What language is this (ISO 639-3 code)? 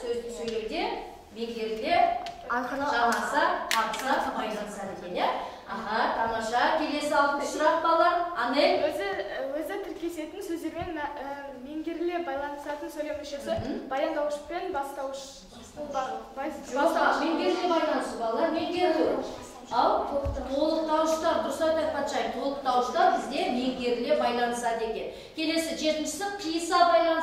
kaz